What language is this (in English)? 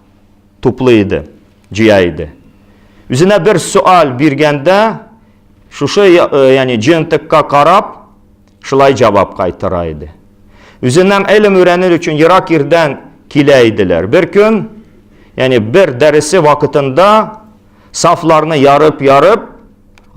Tatar